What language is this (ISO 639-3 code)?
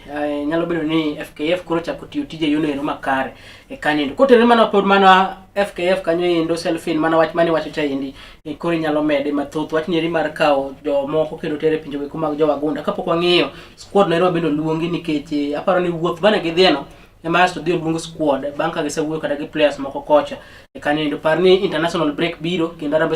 luo